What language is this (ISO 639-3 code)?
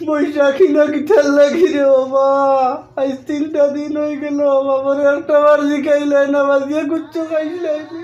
syl